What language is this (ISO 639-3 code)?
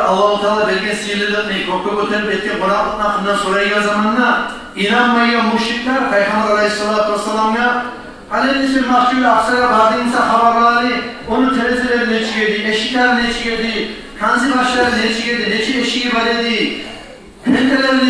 kum